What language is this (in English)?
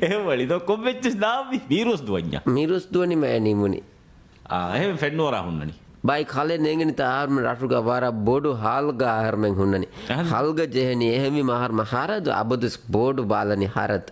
Divehi